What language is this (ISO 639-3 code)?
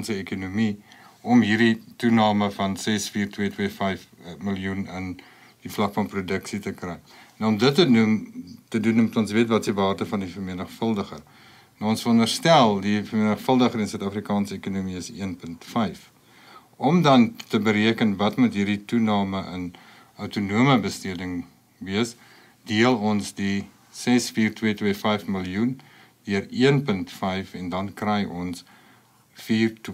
afr